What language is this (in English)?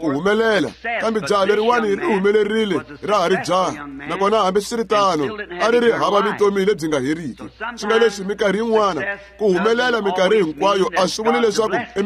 Tsonga